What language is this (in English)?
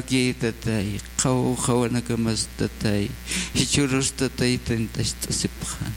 Aymara